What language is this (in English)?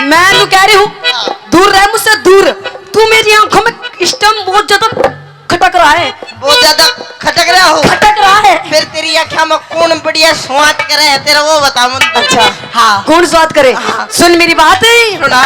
Haryanvi